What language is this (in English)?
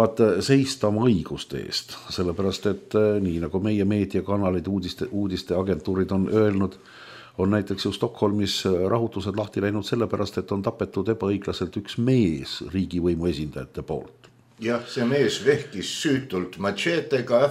Estonian